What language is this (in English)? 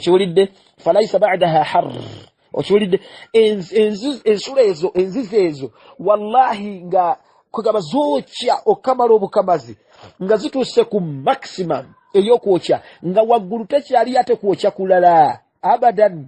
Ganda